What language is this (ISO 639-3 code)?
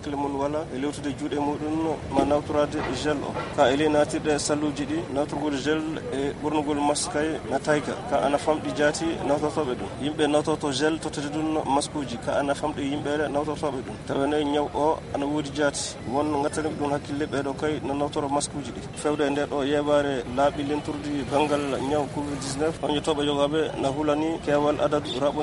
ful